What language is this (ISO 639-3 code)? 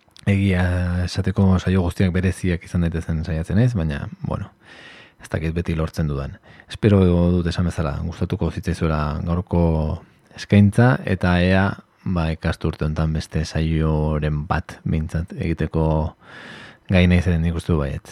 eus